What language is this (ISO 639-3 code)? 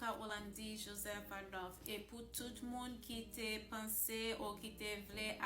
hat